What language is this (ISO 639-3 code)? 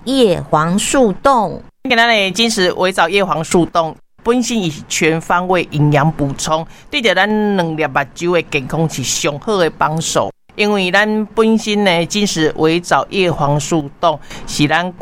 nan